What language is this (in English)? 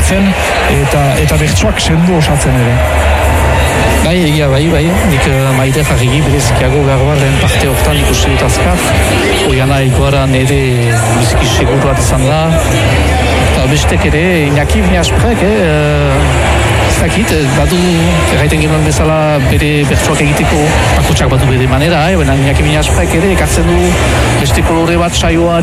Basque